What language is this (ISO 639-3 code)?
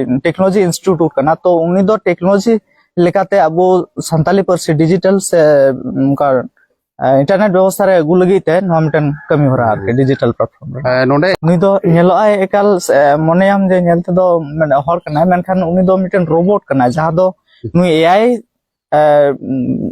sat